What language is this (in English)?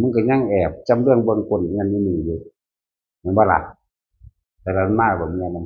Northeastern Thai